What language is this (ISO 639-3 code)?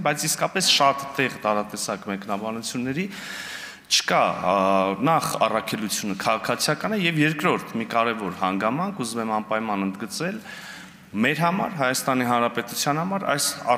hye